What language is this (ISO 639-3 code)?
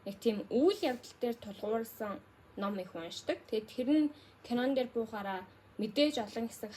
mon